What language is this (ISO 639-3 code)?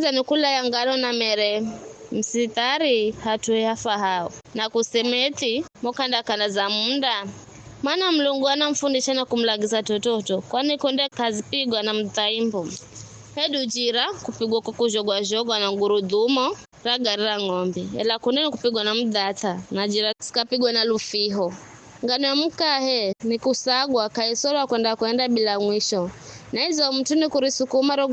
nyf